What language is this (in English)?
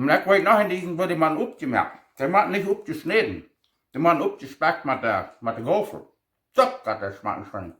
Plautdietsch